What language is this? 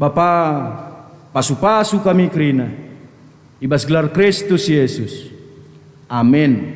Batak Karo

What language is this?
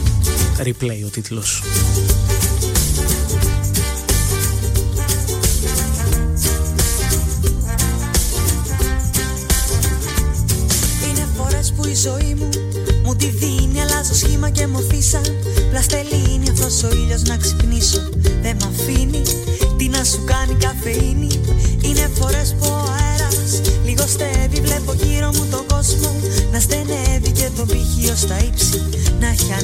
Greek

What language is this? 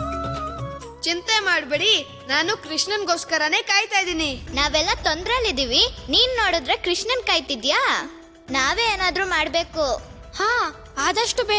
Kannada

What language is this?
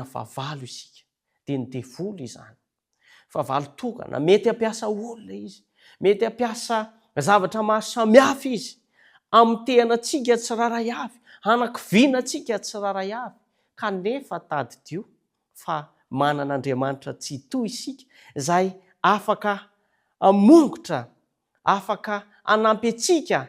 Malagasy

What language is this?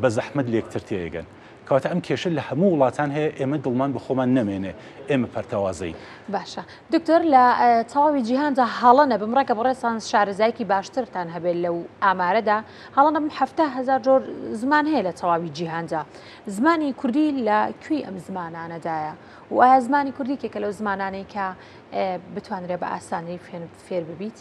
Central Kurdish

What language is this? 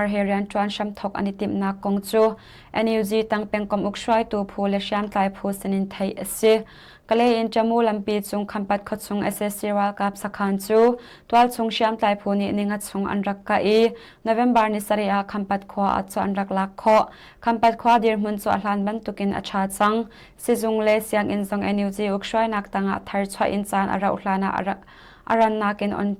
Hakha Chin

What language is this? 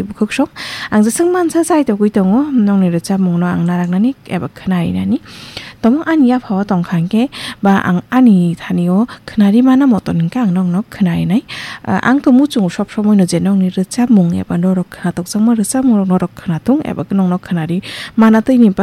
Kok Borok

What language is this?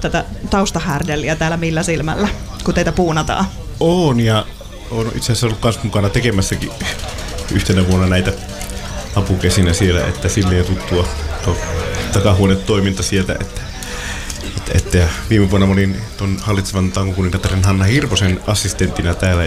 Finnish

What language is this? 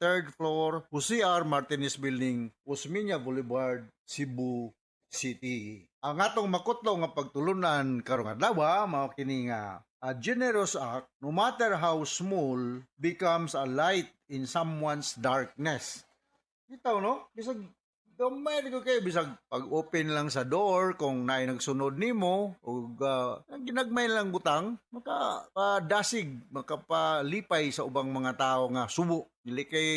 Cebuano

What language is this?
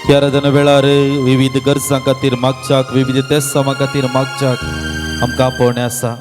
Konkani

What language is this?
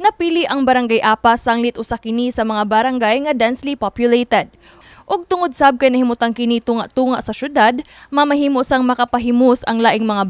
Cebuano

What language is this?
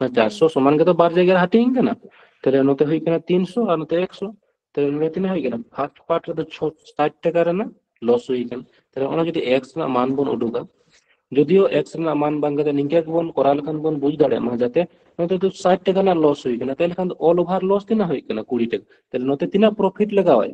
Santali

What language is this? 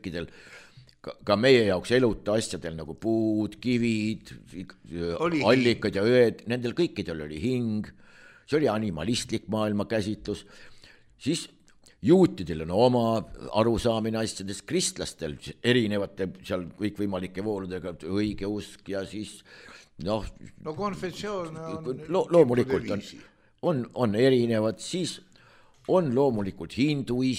Estonian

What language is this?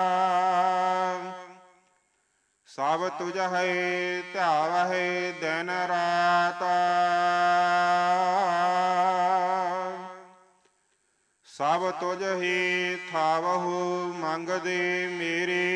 Punjabi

